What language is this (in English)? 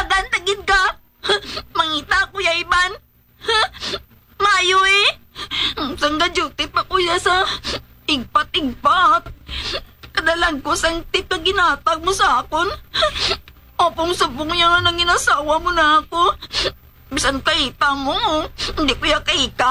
Hiligaynon